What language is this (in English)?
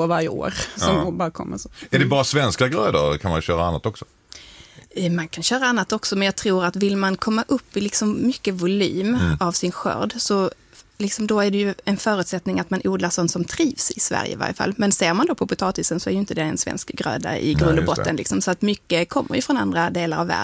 Swedish